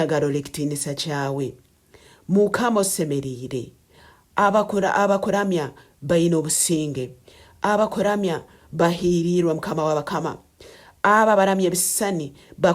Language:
Nyoro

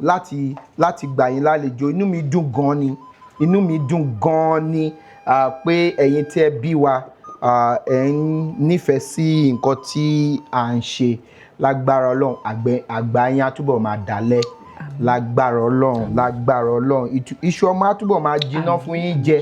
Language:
Yoruba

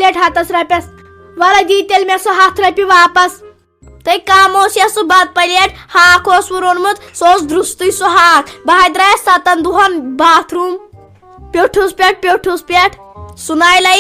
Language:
Kashmiri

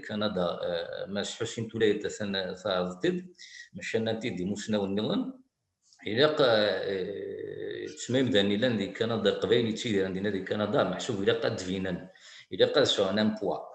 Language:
Kabyle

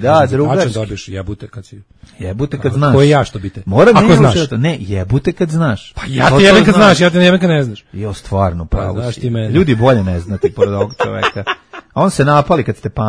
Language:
Serbian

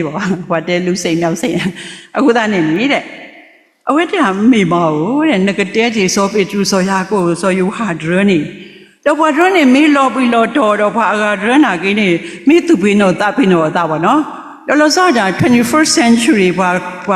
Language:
S'gaw Karen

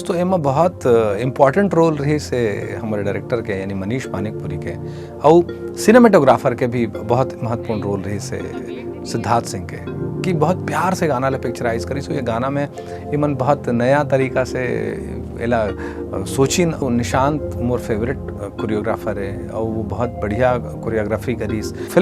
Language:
Chhattisgarhi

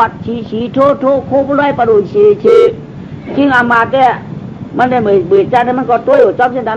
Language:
Shan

